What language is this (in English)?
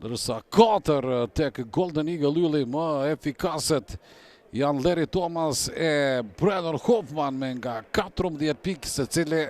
Albanian